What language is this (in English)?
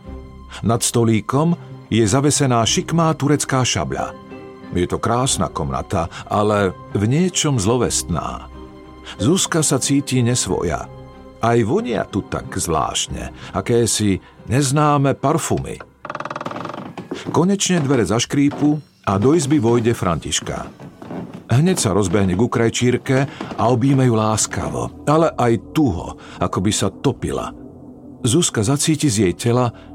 Slovak